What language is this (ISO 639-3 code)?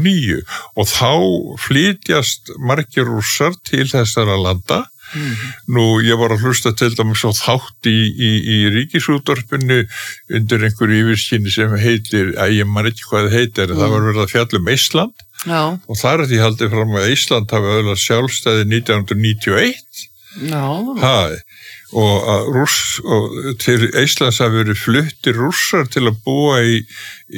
isl